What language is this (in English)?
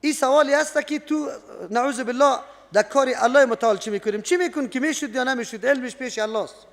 Persian